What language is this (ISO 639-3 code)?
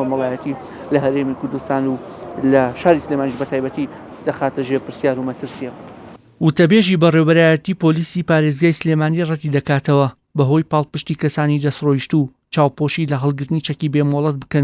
ckb